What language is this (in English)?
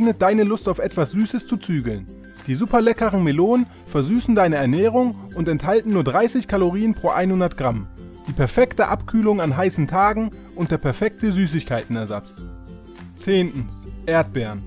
German